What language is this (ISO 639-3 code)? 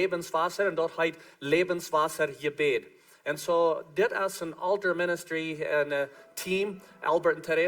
pdt